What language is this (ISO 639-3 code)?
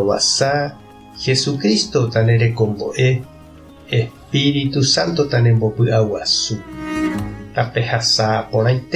grn